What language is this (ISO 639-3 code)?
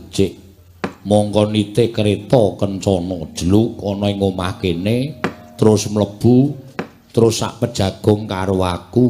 jav